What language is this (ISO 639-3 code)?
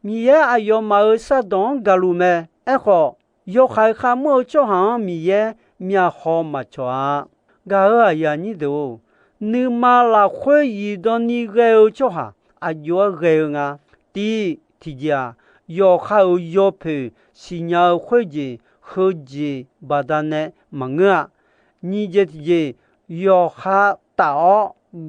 ahk